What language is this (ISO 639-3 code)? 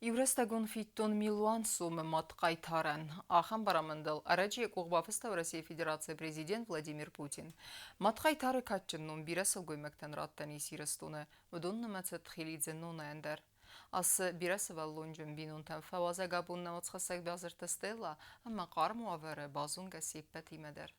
oss